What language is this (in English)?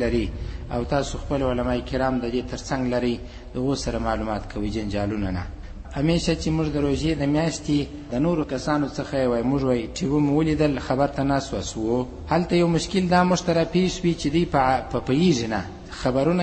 Pashto